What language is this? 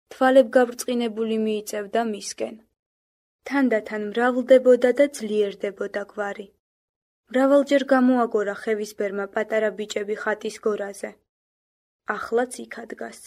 Georgian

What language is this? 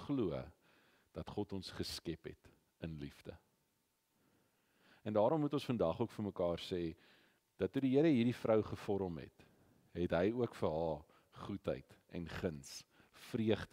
Afrikaans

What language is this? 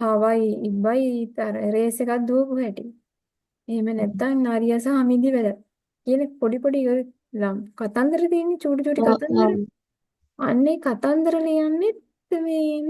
Sinhala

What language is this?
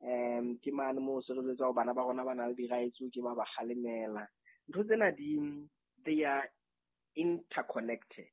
Southern Sotho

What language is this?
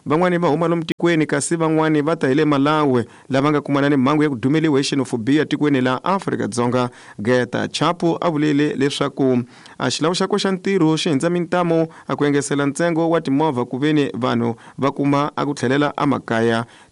Tsonga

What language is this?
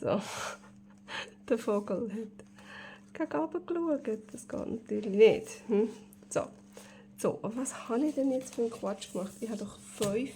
Swiss German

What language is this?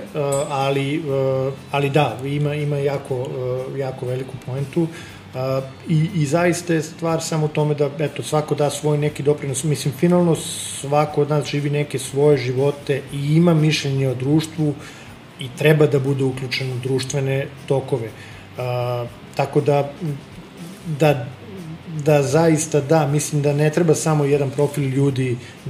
Serbian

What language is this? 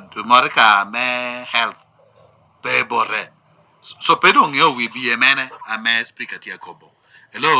Lango (Uganda)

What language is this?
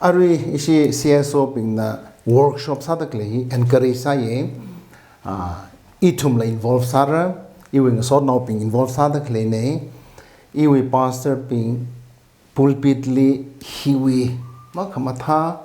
Tangkhul Naga (India)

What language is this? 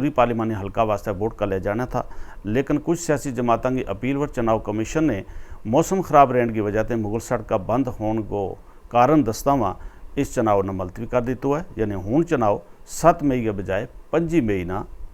Gujari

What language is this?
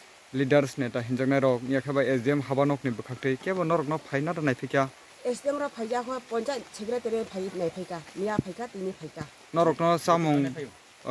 Kok Borok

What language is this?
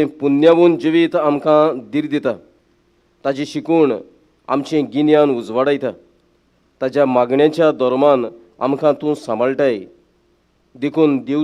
Konkani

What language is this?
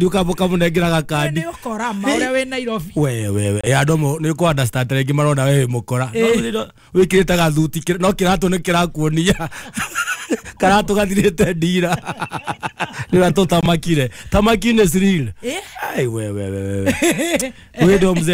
Kikuyu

